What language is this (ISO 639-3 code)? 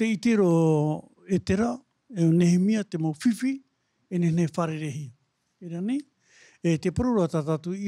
tah